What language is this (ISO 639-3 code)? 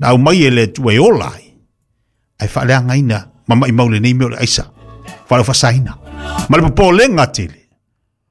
smo